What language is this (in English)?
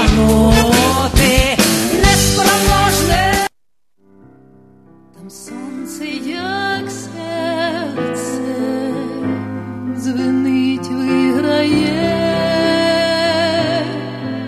Ukrainian